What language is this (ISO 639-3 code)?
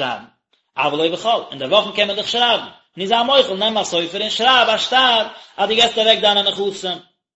yid